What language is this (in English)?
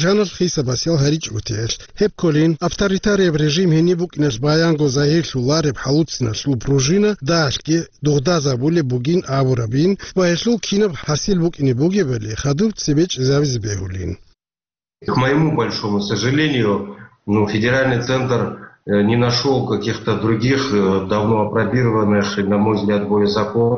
Avaric